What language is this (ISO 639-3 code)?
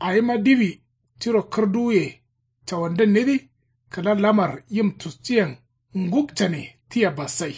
kau